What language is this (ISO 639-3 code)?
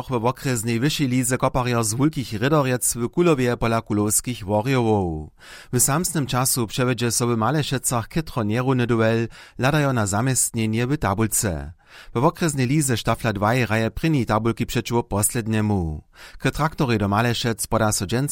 hsb